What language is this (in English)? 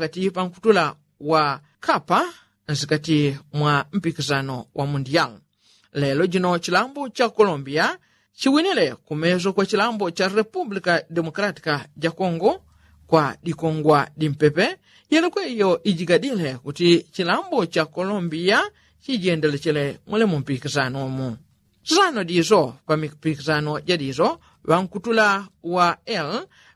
Yao